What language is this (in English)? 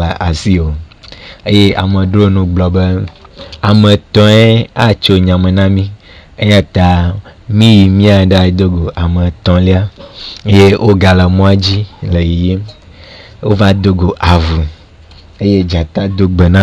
Ewe